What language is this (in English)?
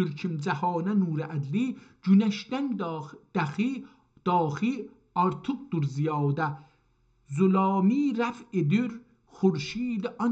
South Azerbaijani